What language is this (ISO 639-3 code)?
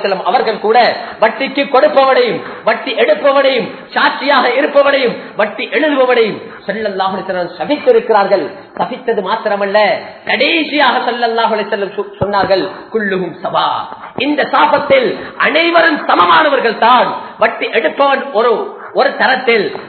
tam